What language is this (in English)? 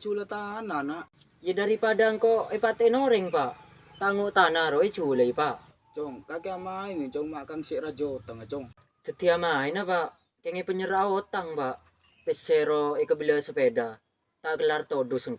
Madurese